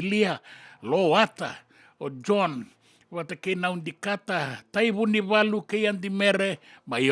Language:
Fijian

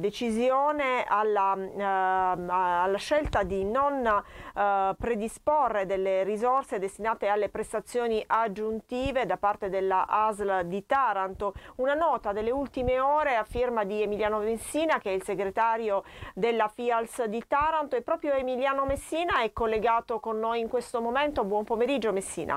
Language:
Italian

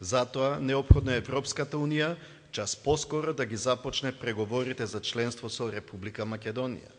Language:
Macedonian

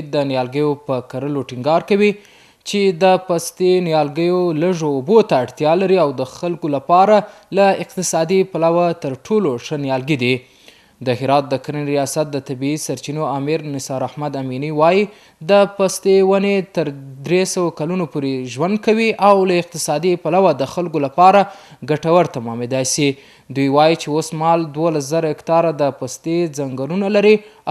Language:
Pashto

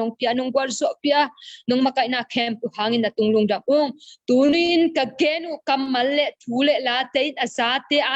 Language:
Tedim Chin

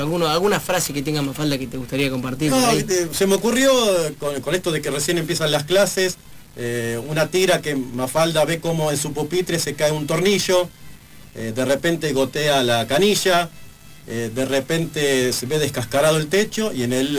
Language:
Spanish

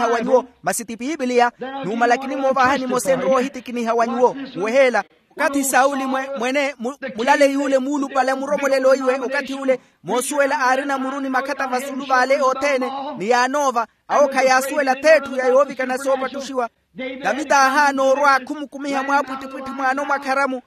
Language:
Makhuwa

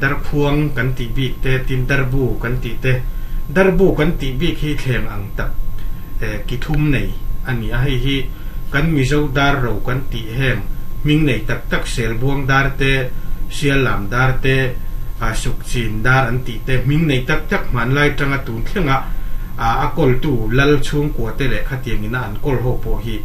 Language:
Mizo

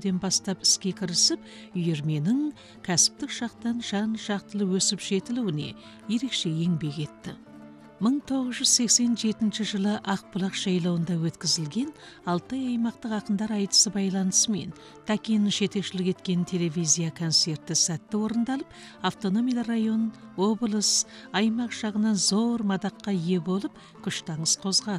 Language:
Kazakh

